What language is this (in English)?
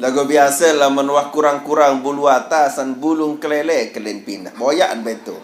Sasak